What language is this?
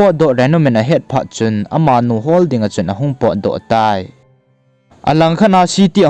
Thado Chin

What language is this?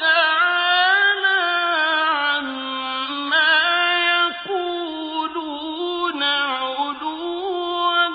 Persian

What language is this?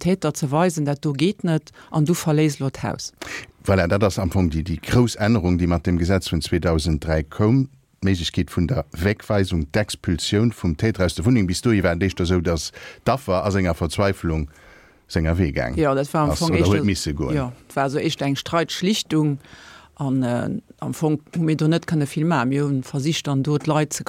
Luxembourgish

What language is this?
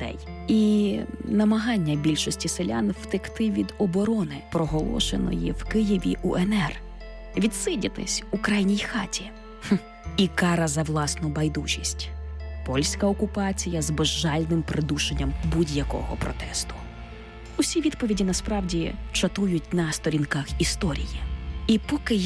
Ukrainian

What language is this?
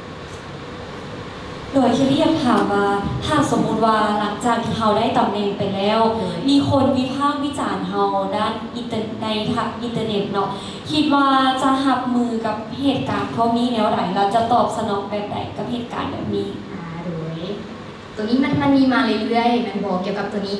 Lao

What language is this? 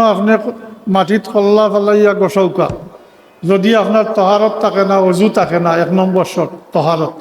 Sylheti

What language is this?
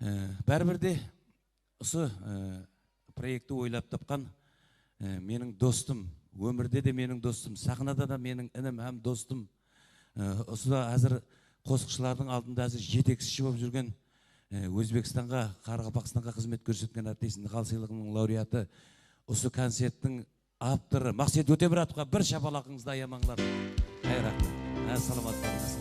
Kara-Kalpak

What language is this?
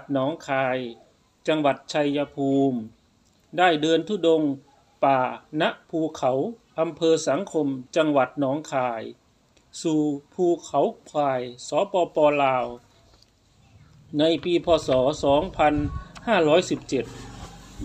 Thai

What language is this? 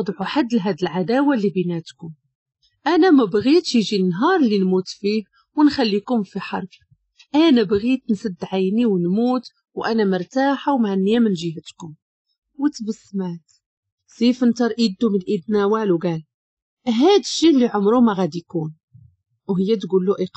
Moroccan Arabic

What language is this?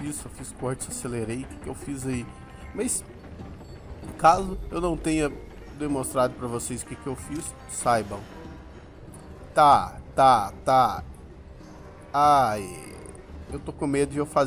Portuguese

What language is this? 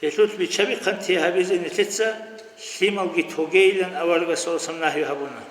Avaric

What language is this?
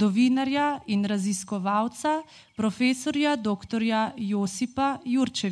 Slovenian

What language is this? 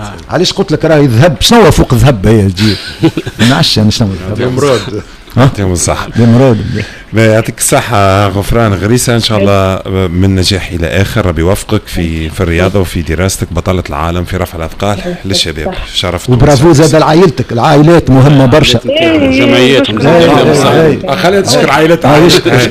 Tunisian Arabic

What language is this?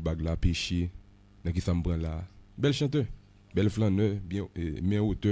Haitian Creole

